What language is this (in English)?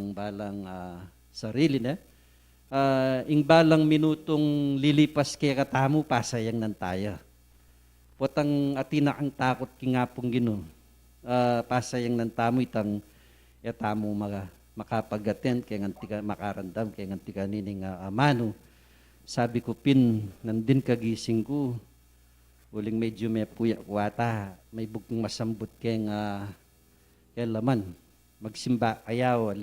Pampanga